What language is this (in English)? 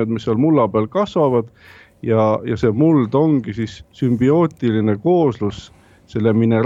Estonian